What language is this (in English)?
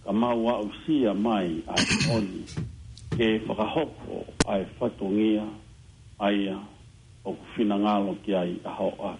Tongan